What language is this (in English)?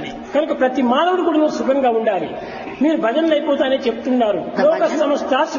Telugu